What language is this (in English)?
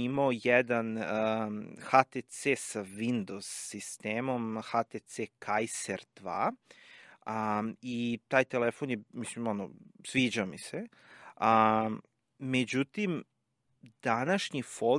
Serbian